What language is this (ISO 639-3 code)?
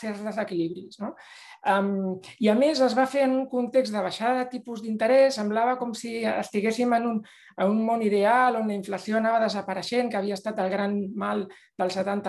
cat